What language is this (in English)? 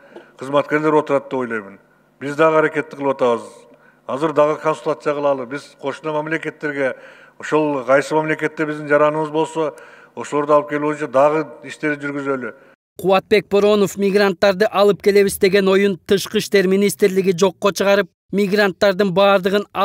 Kyrgyz